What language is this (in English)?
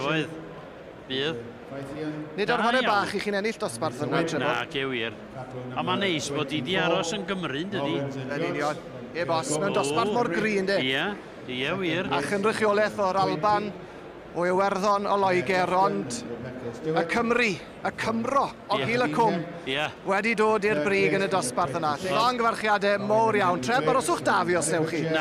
Welsh